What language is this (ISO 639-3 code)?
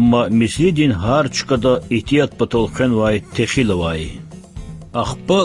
lez